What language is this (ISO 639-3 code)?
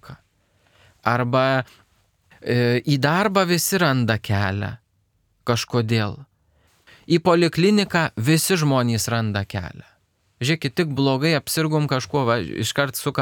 lit